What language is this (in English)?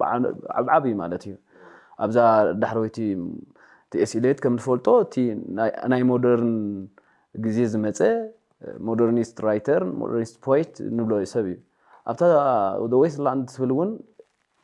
Tigrinya